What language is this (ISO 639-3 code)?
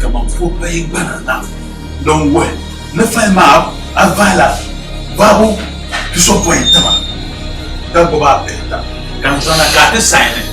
dag